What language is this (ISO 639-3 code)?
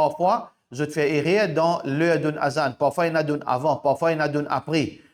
mfe